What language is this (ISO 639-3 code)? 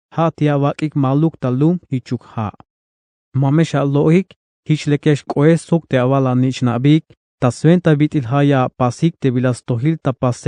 tzh